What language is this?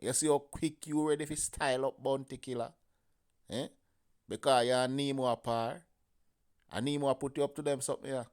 Jamaican Creole English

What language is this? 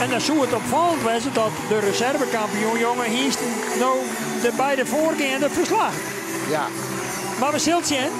Western Frisian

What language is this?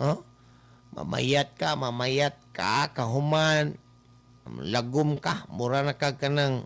Cebuano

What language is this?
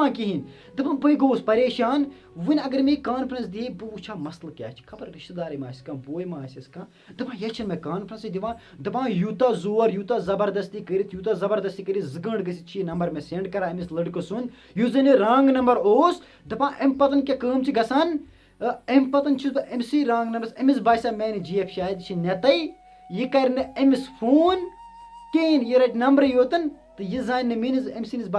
Kashmiri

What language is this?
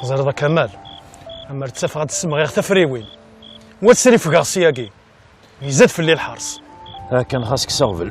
Kabyle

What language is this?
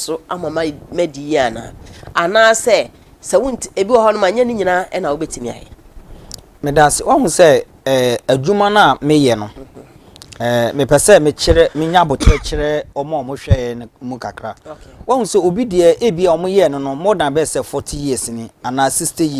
Akan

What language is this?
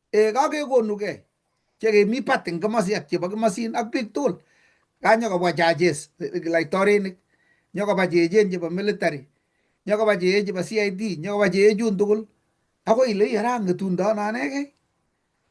Kalenjin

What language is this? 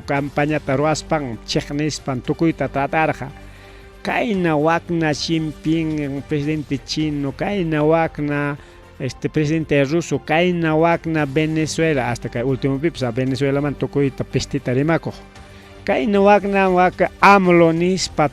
Ayacucho Quechua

